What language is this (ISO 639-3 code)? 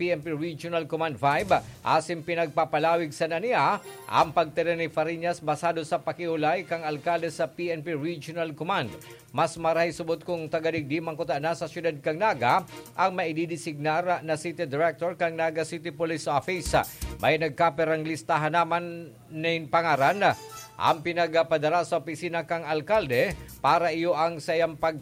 bik